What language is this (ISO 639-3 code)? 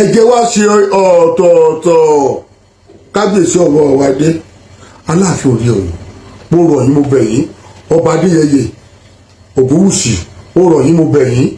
yor